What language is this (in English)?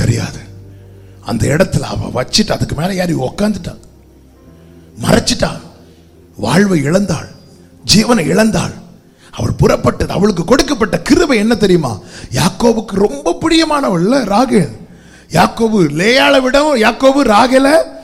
Tamil